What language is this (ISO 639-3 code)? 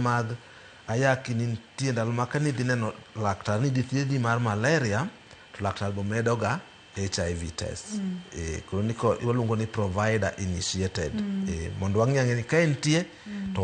luo